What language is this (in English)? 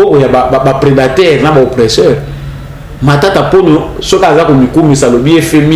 Lingala